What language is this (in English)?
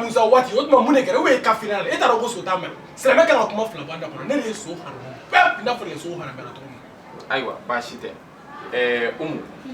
Bambara